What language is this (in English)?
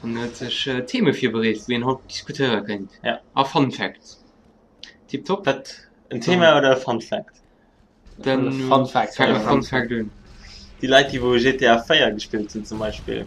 Luxembourgish